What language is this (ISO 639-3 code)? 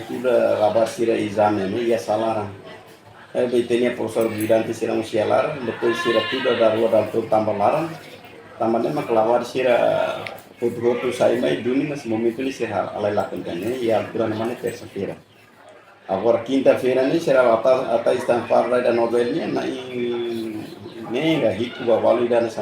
tet